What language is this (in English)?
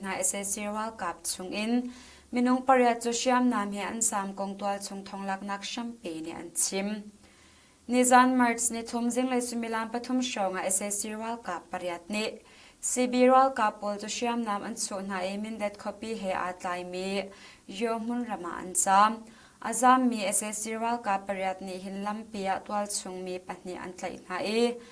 Hakha Chin